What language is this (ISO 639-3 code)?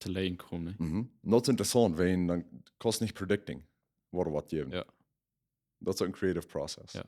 pdt